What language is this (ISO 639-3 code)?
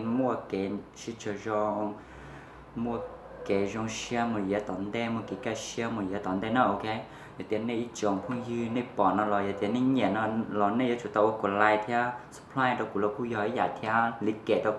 hmn